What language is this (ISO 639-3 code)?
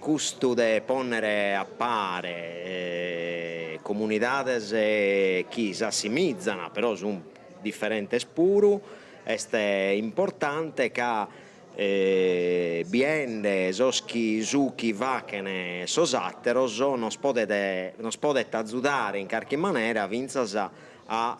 srd